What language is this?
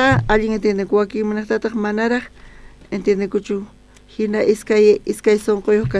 South Bolivian Quechua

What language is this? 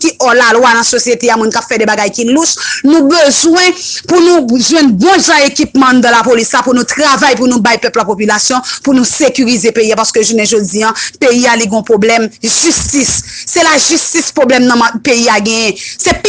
Haitian Creole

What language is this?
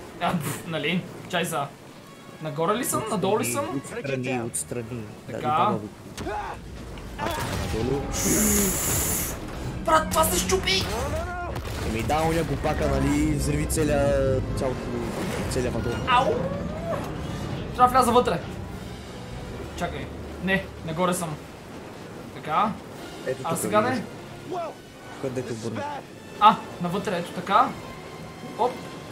Bulgarian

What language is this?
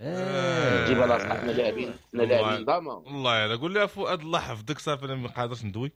Moroccan Arabic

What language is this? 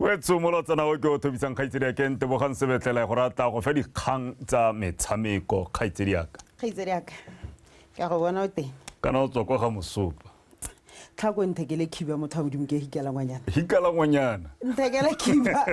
Tswana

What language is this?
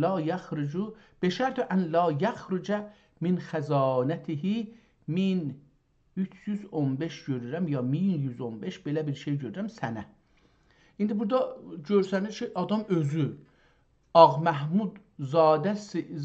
South Azerbaijani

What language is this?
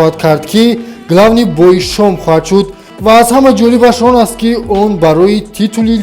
Tajik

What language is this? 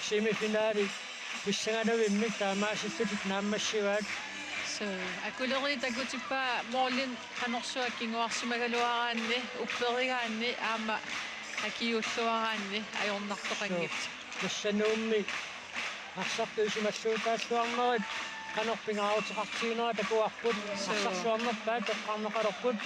Kalaallisut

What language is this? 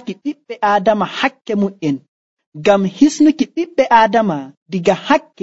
Nigerian Fulfulde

